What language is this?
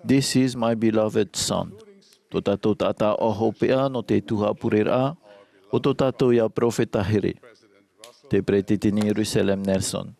Tahitian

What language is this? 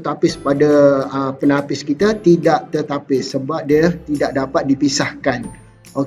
Malay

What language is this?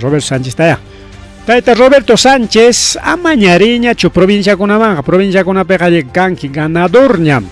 Ayacucho Quechua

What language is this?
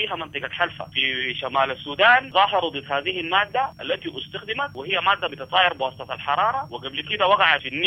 Sudanese Arabic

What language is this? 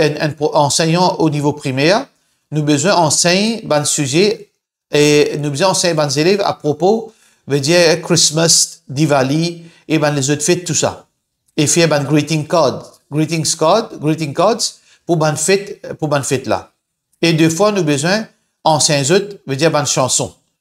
Morisyen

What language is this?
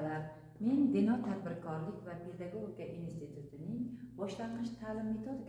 Uzbek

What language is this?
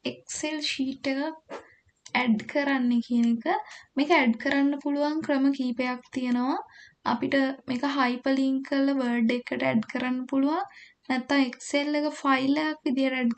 Sinhala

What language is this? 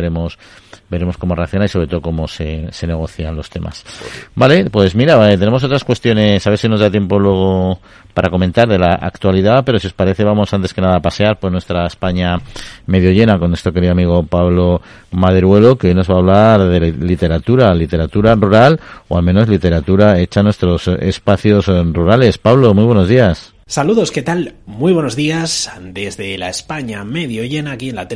Spanish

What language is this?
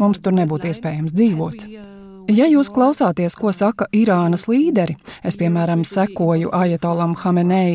Latvian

